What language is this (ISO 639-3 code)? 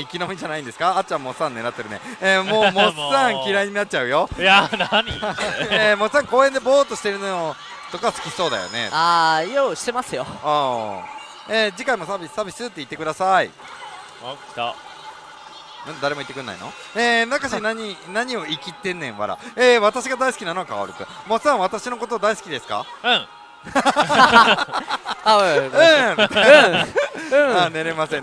jpn